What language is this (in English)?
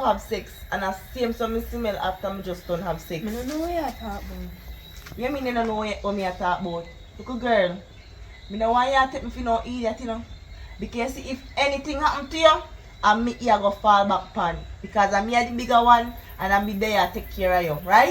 Jamaican Creole English